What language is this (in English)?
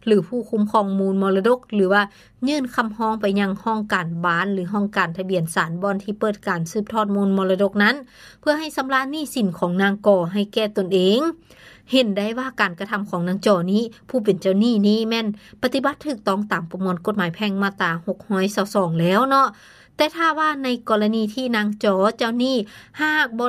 Lao